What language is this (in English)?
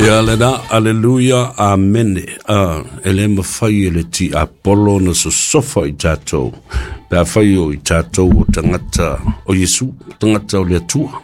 Samoan